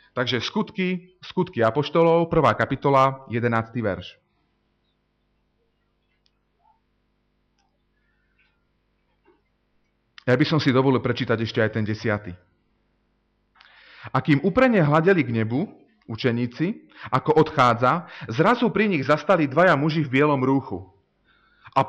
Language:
Slovak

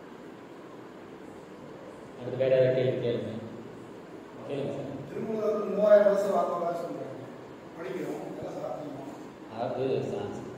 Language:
Tamil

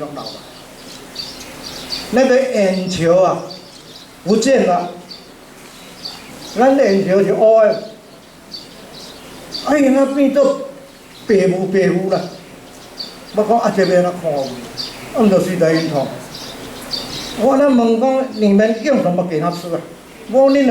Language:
Min Nan Chinese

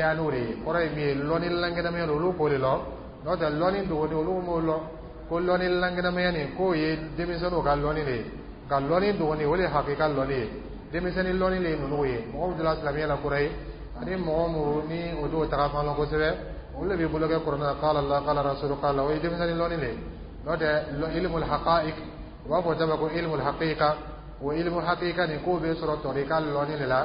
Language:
Dyula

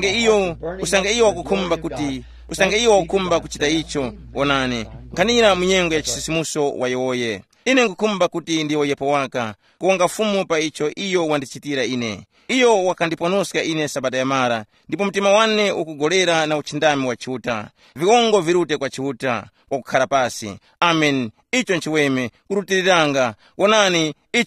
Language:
Tumbuka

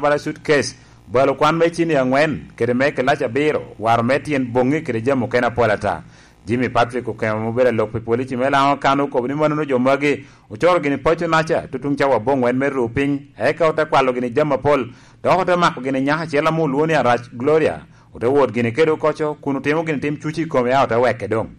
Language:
Lango (Uganda)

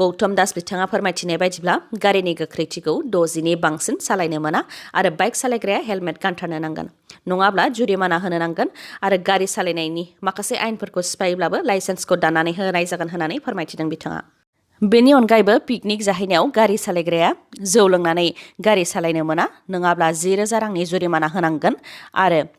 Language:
Bodo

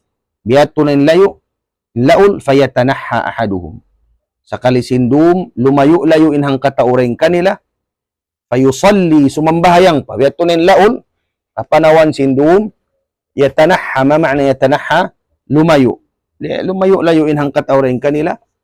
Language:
Tausug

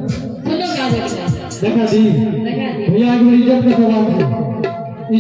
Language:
Maithili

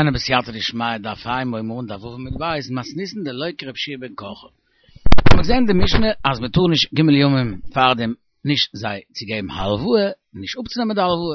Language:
Yiddish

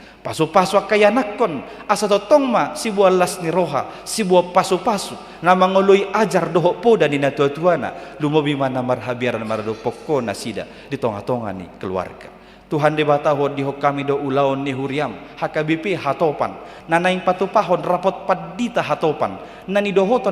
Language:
Batak Toba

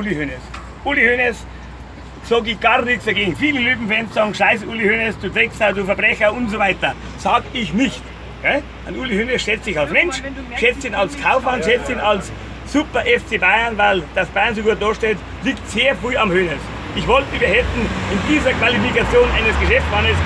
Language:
Bavarian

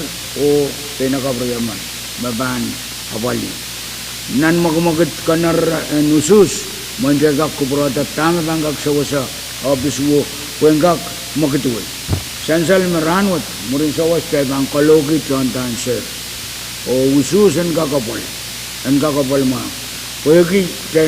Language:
Pohnpeian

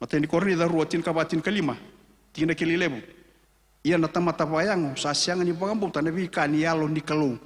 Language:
Fijian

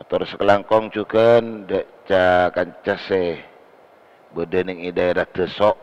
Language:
Madurese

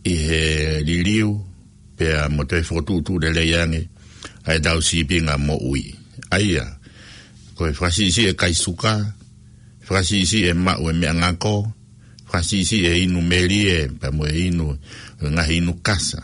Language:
Tongan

